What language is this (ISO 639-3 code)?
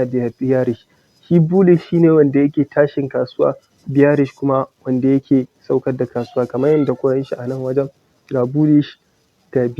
hau